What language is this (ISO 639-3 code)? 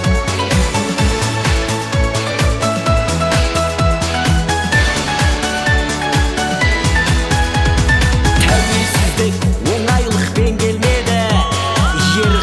kaz